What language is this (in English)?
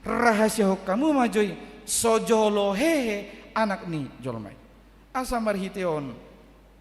Batak Toba